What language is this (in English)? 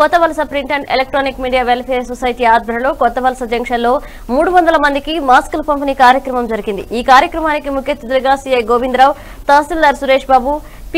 Telugu